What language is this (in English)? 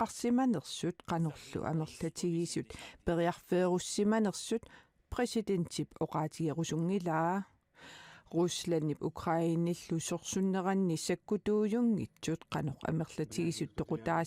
Kalaallisut